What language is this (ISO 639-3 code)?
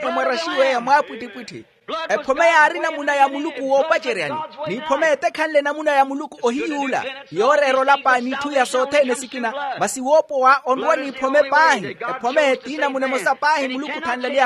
vmw